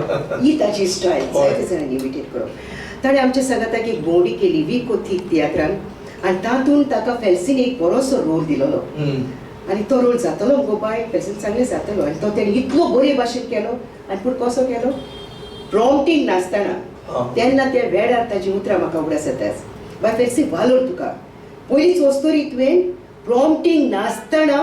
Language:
Konkani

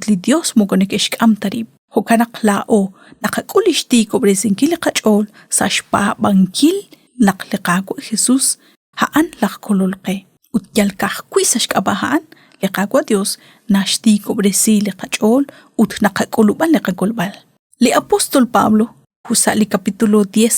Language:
Kekchí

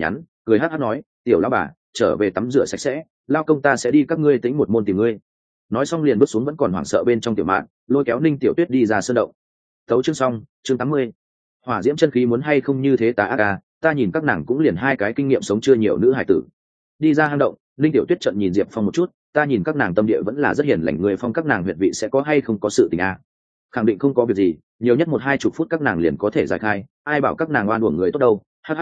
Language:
Vietnamese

